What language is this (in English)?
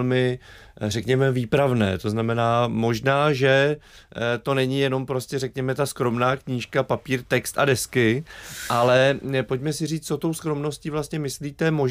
Czech